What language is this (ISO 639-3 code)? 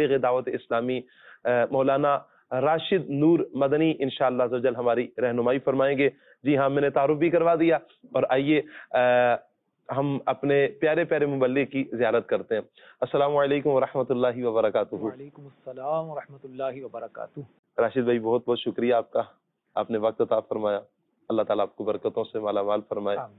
urd